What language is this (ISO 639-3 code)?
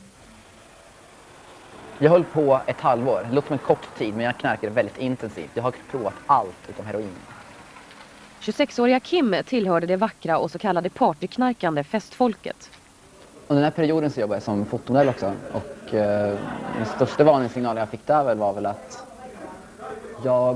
swe